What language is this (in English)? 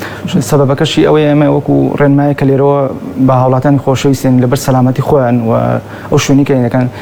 Central Kurdish